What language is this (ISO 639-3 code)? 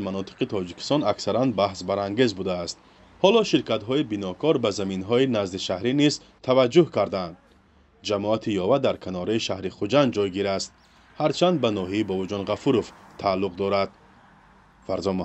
tgk